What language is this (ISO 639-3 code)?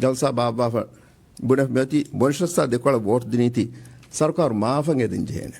div